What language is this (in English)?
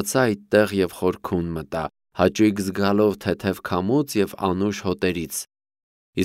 Armenian